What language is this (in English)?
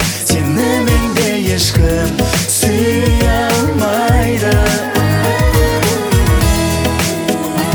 Kazakh